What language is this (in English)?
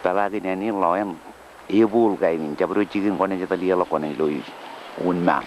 Marshallese